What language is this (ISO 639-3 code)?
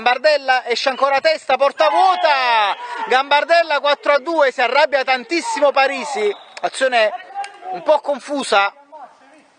ita